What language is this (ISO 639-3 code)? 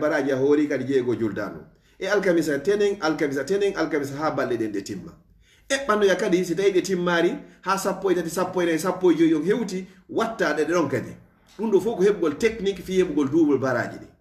ful